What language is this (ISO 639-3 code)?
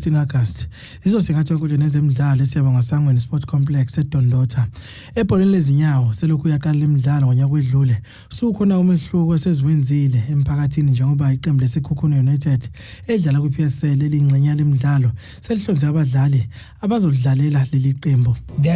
zul